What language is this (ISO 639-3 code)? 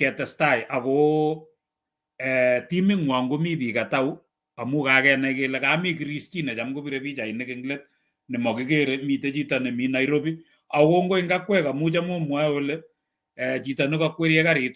kln